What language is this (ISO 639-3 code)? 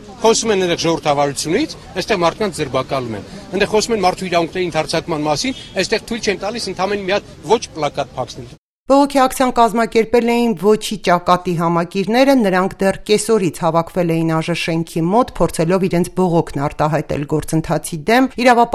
hye